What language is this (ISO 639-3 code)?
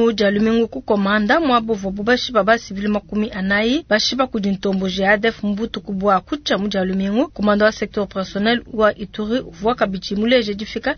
lua